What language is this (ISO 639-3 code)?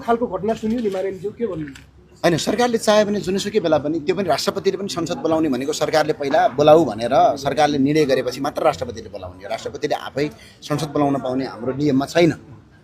nep